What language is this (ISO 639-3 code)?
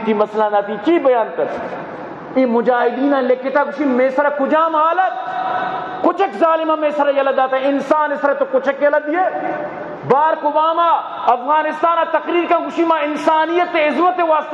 bgp